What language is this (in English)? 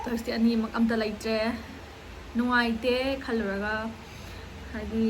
Manipuri